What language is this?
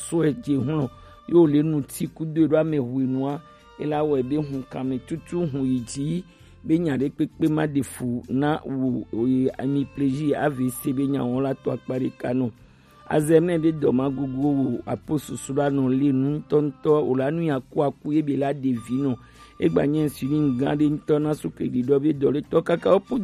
Gen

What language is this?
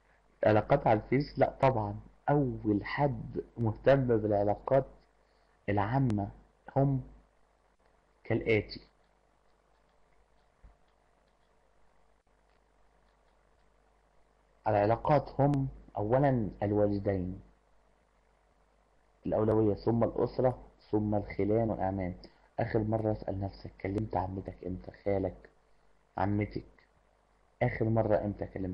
Egyptian Arabic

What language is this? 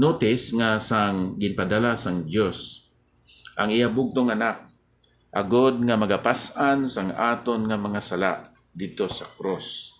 Hiligaynon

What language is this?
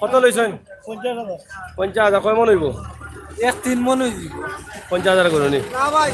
Sylheti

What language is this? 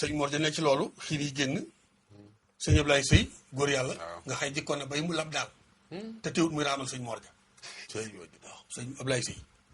Wolof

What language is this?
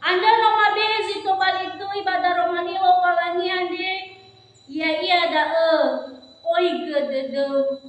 Nias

